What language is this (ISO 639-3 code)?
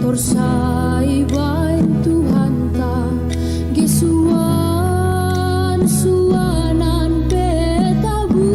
bts